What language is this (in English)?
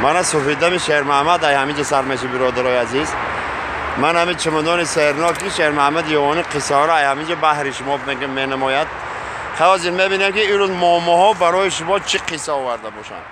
Tajik